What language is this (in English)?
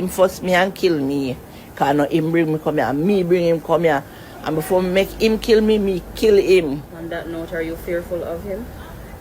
Jamaican Creole English